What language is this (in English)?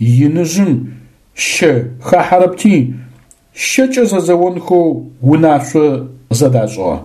Adyghe